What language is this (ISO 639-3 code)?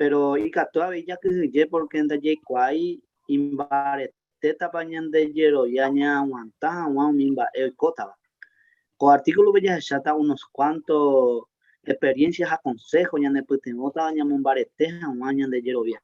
grn